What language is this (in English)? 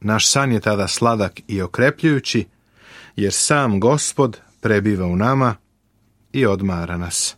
Serbian